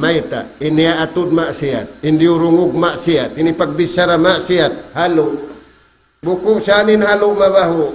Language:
Tausug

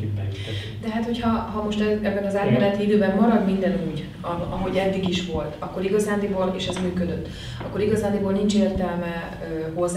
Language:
Hungarian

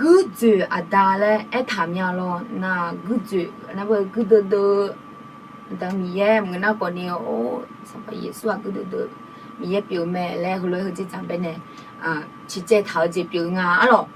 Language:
Akha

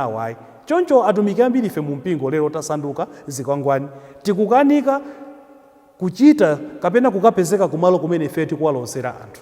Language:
Nyanja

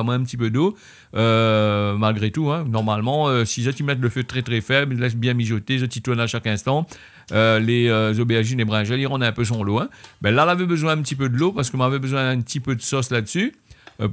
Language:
Réunion Creole French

